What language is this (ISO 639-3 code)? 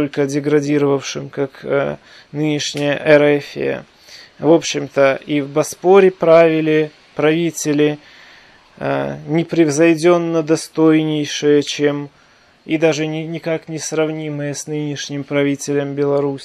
rus